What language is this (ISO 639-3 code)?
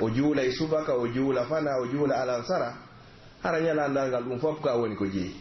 fuf